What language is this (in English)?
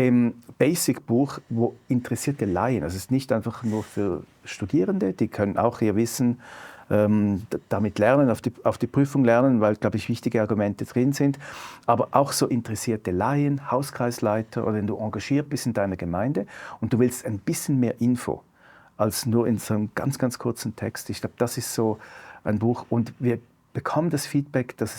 Swiss German